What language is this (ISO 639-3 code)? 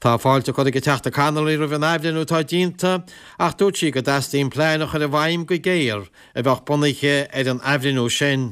gle